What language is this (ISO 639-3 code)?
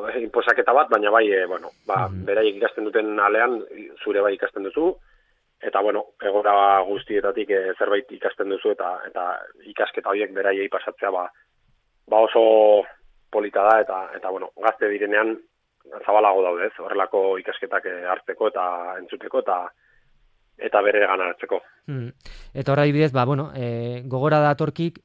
eus